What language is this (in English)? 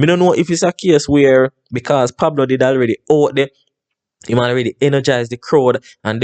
Jamaican Creole English